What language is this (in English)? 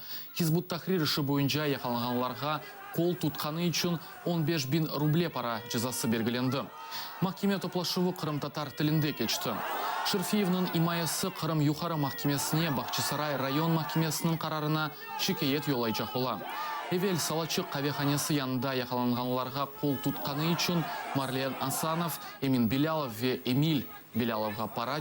Crimean Tatar